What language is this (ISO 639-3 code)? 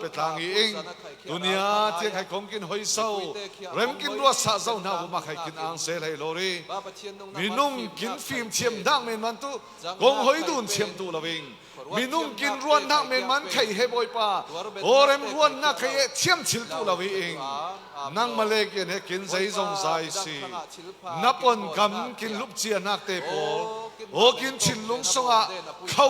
cfm